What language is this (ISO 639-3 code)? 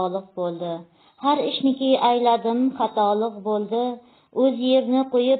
uzb